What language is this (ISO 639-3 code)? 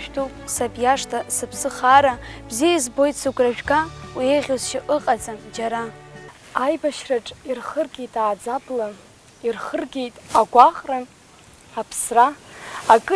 abk